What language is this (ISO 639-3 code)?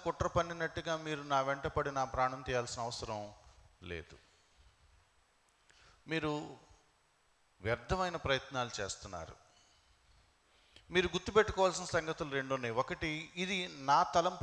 tel